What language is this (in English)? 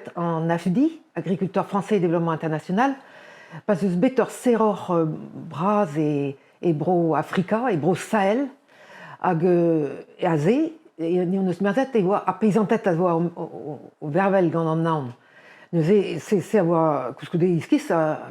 Breton